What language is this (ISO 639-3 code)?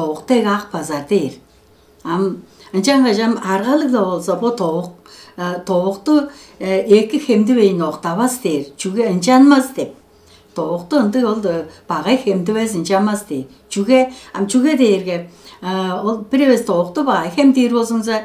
tyv